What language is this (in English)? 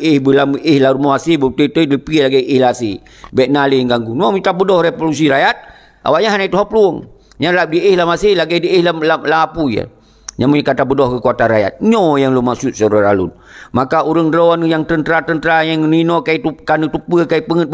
Achinese